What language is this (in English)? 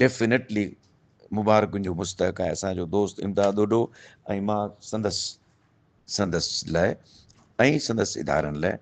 Sindhi